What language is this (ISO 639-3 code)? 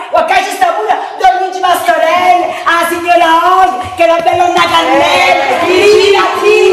nap